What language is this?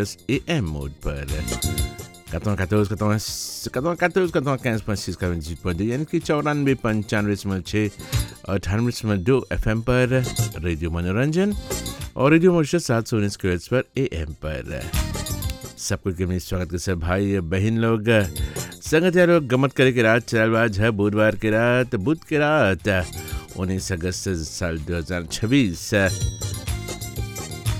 Bhojpuri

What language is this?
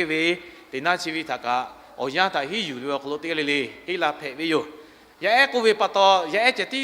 Lahu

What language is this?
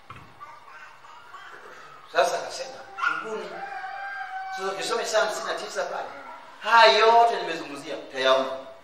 Swahili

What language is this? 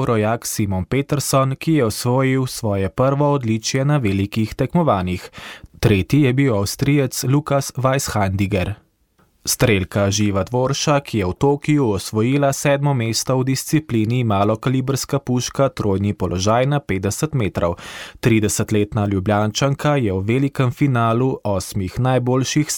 Slovenian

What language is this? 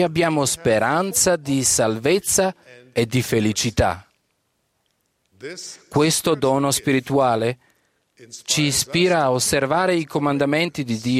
Italian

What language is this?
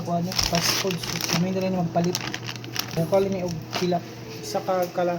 Cebuano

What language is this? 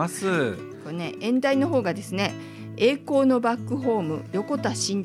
Japanese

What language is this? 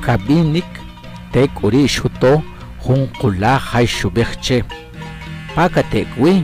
Achi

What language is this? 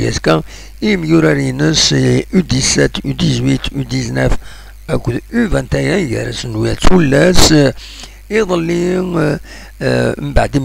Kabyle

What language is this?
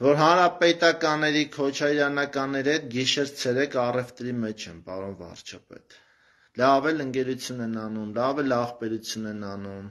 Armenian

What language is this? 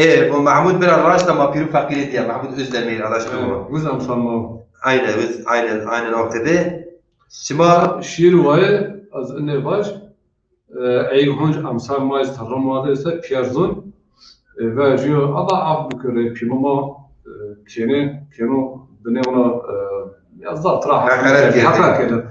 Zaza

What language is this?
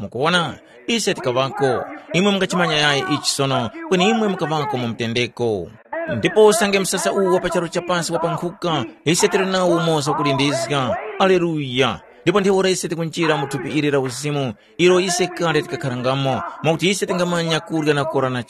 Tumbuka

